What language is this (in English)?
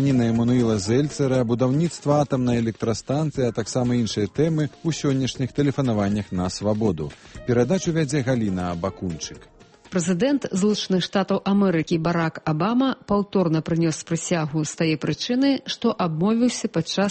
Belarusian